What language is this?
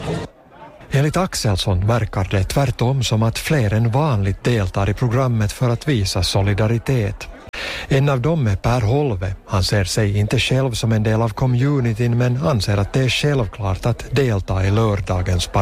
Swedish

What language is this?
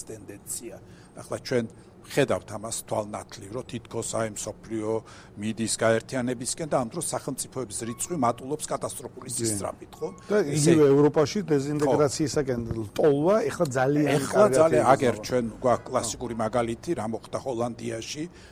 Georgian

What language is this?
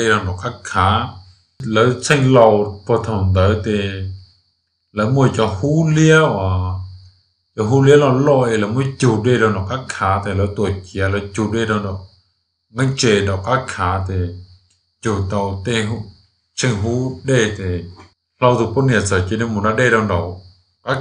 Hmong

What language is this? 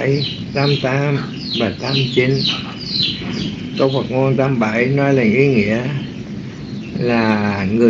Vietnamese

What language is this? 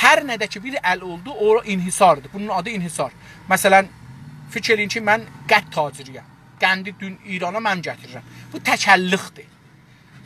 South Azerbaijani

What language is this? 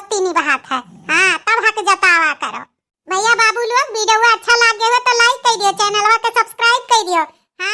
Awadhi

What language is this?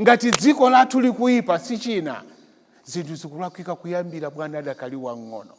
Nyanja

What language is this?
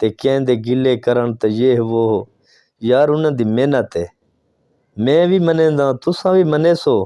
Saraiki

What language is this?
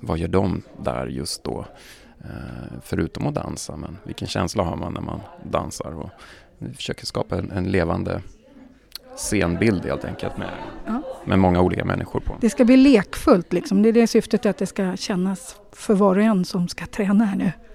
Swedish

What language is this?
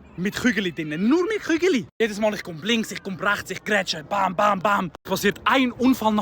Swiss German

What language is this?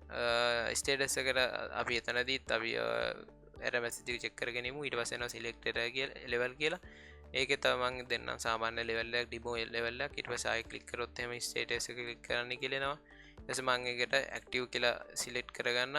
Sinhala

